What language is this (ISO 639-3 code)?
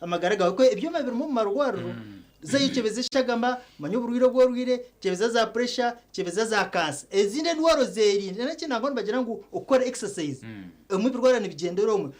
nyn